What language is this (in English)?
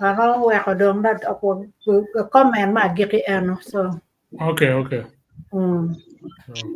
Acoli